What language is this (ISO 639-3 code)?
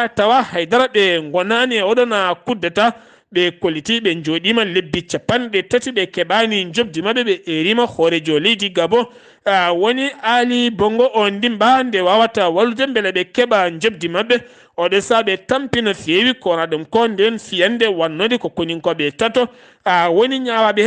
ful